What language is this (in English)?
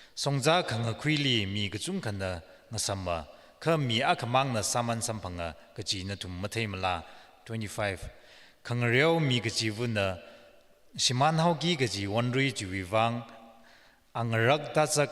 Tangkhul Naga (India)